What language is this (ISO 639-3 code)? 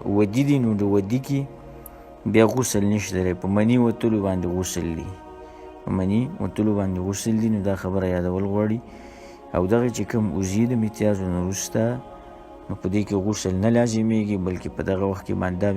pus